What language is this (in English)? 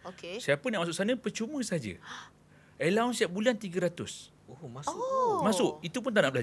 Malay